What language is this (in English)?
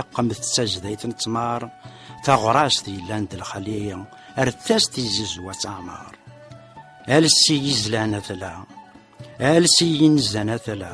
Kabyle